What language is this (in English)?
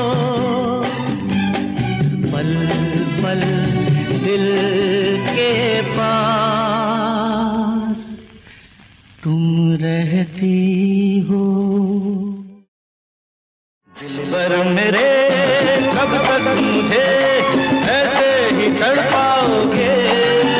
Hindi